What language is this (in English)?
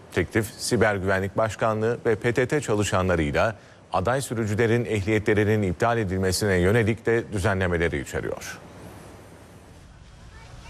Turkish